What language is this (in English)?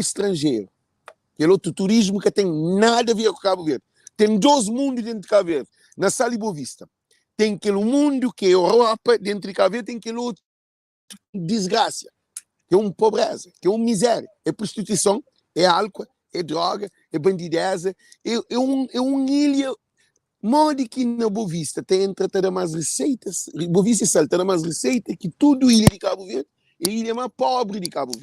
Kabuverdianu